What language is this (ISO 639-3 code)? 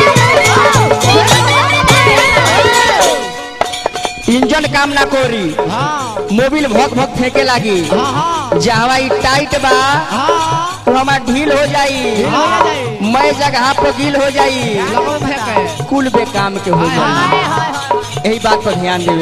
bho